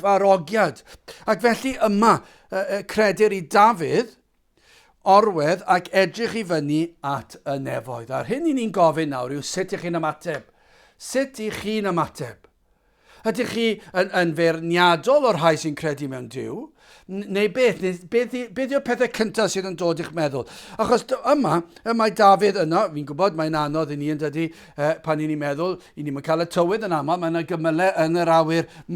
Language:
Welsh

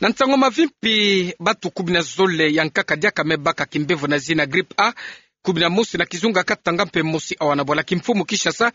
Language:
Kituba (Democratic Republic of Congo)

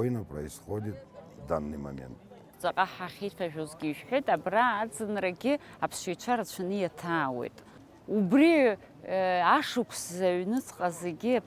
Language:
Abkhazian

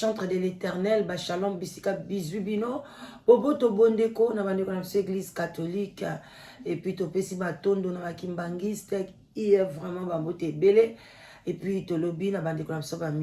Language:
Lingala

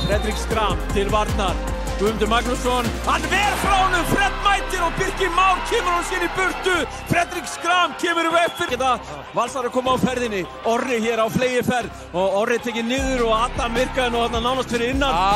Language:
Icelandic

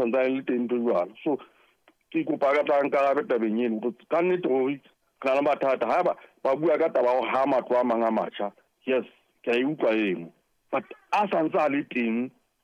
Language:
Southern Sotho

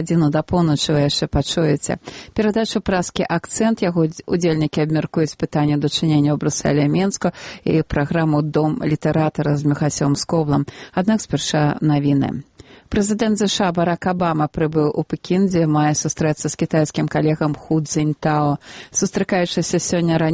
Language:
Belarusian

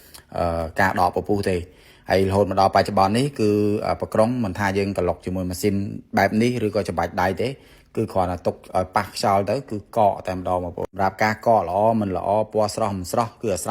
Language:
Khmer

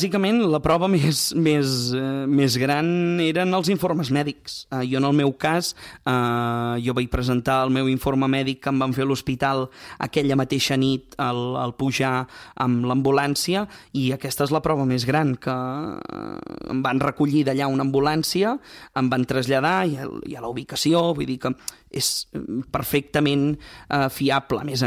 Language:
Catalan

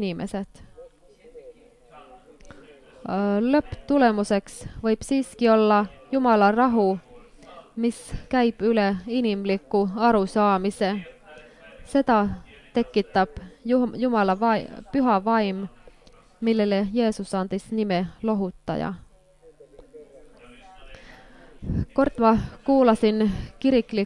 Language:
Estonian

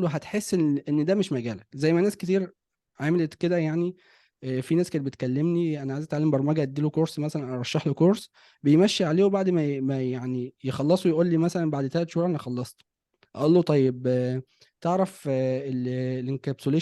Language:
Egyptian Arabic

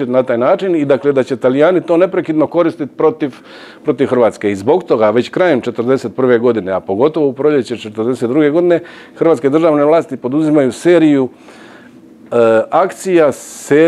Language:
Croatian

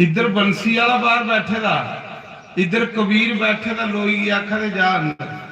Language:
Dogri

